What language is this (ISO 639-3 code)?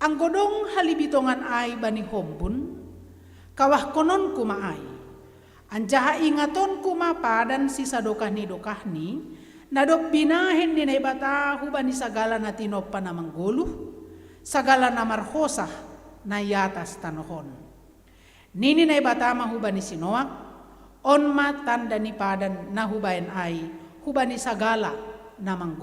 bts